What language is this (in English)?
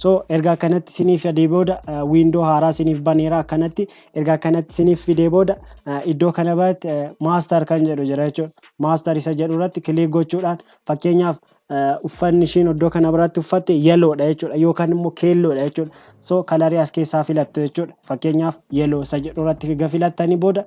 Oromo